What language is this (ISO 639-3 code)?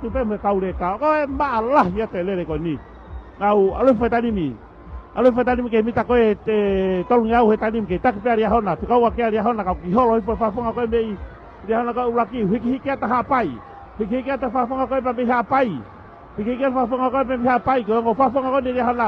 ton